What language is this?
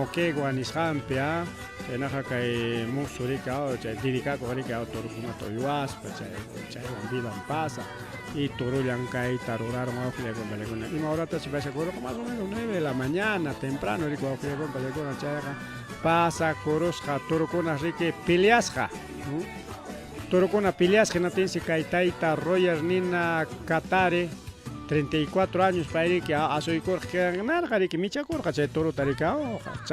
Ayacucho Quechua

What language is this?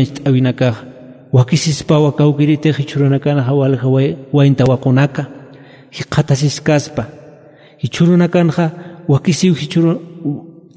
Aymara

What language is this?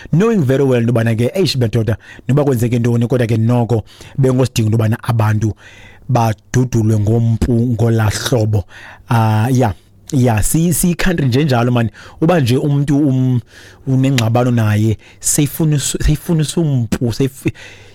Xhosa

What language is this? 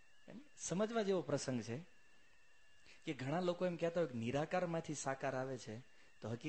Gujarati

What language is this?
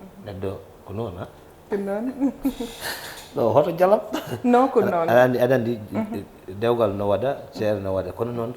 Fula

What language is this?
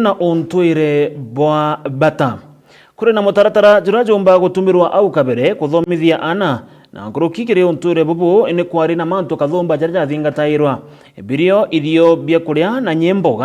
Meru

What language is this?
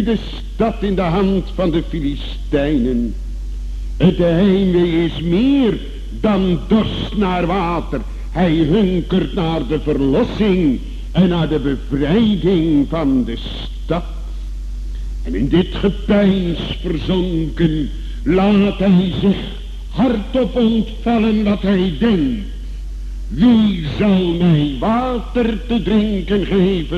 Dutch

